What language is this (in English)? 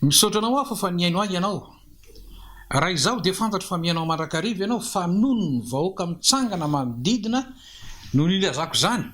Malagasy